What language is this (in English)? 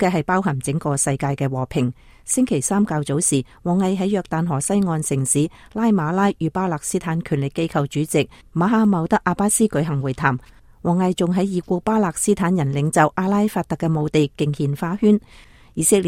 Cantonese